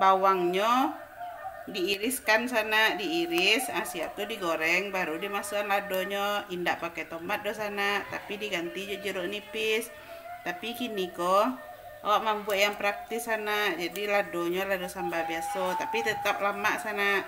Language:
Minangkabau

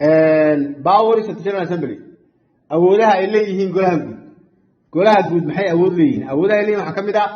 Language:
Somali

